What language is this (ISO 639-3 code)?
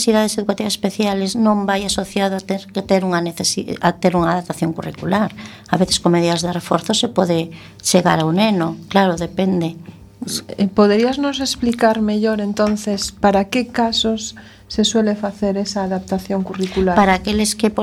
glg